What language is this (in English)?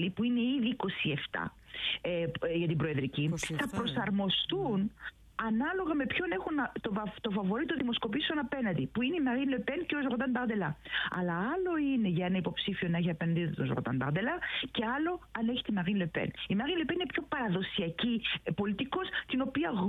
Greek